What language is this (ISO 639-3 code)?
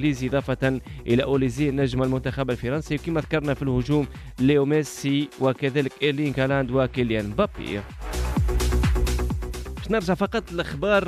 aeb